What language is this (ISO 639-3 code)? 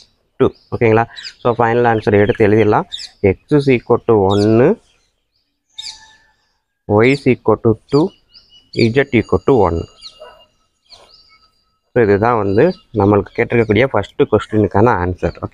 tam